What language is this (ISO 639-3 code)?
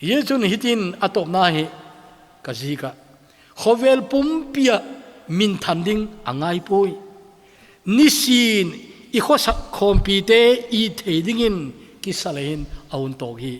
tcz